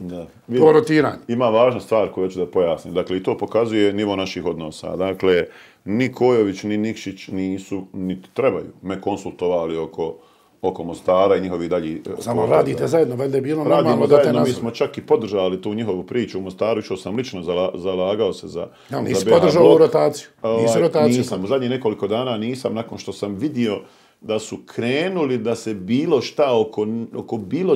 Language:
Bosnian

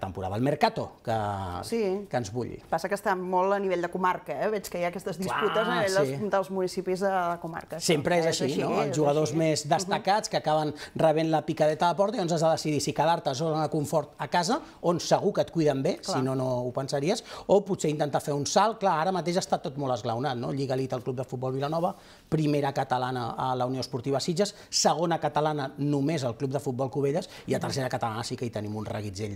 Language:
Catalan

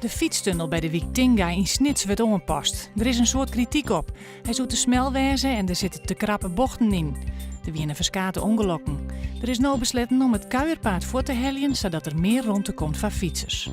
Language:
Western Frisian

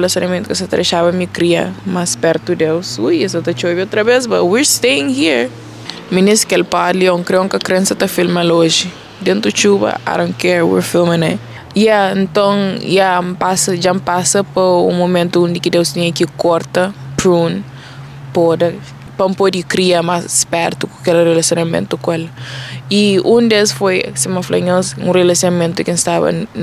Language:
Kabuverdianu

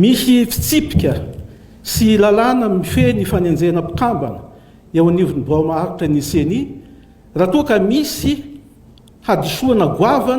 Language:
Malagasy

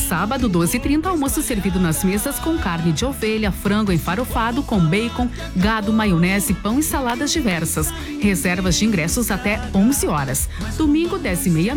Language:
Portuguese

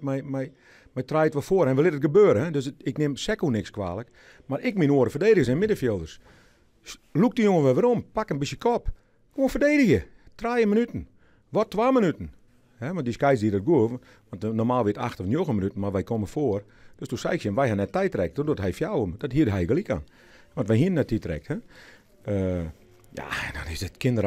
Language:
Western Frisian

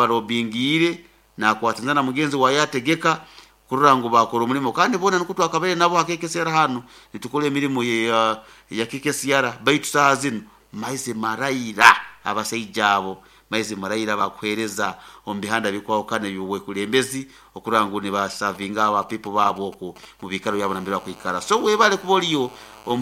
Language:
Nyankole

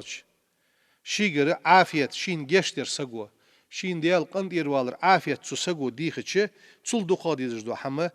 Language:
Ingush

